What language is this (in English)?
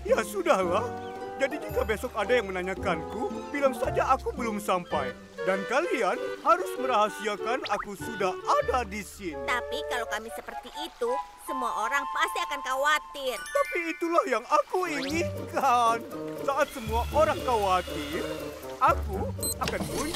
Indonesian